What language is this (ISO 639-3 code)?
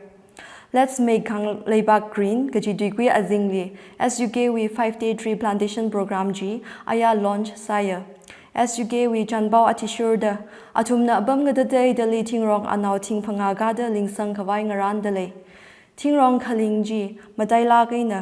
nmf